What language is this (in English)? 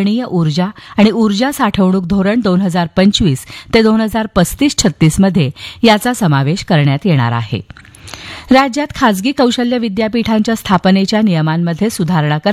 Marathi